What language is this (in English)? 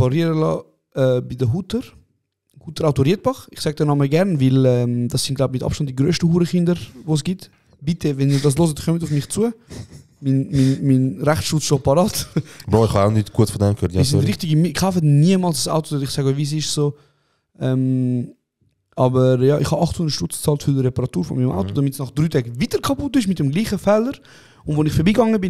Swiss German